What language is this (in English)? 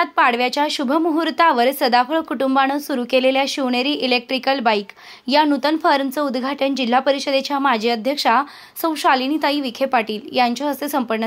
Marathi